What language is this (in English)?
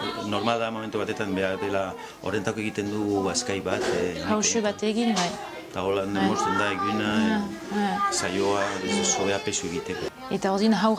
Basque